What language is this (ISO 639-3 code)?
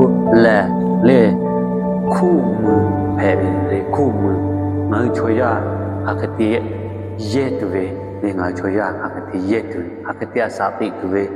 lhu